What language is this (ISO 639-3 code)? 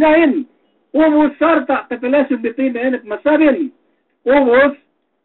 yka